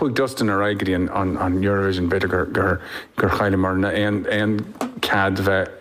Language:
Irish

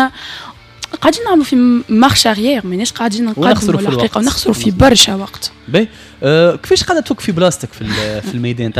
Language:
Tunisian Arabic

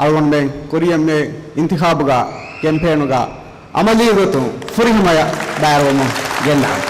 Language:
Divehi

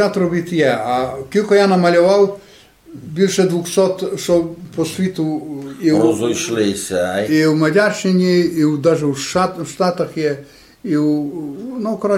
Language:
Rusyn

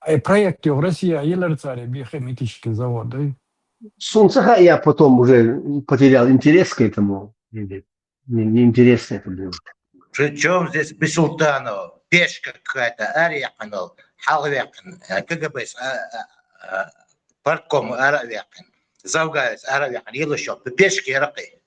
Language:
Chechen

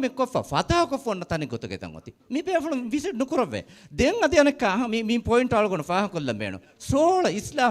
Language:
Divehi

